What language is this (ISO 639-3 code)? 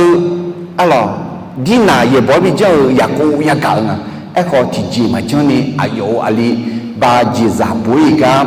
ahk